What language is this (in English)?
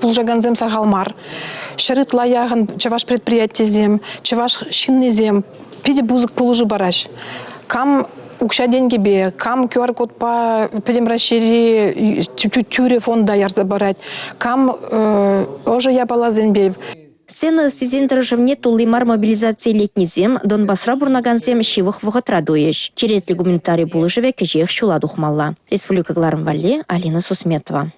Chuvash